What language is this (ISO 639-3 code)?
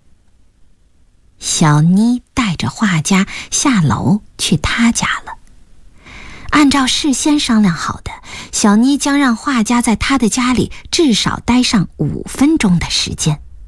zho